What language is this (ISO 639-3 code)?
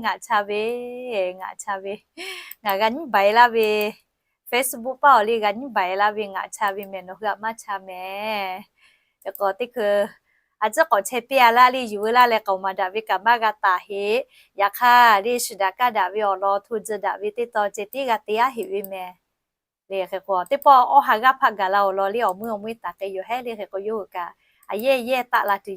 lhu